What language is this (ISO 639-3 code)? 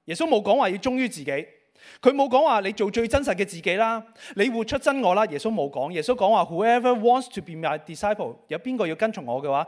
yue